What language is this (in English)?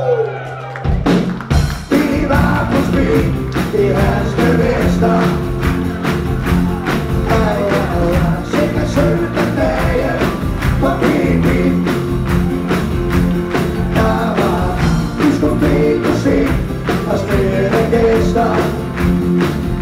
Danish